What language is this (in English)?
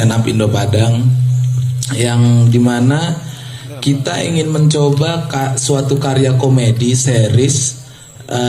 Minangkabau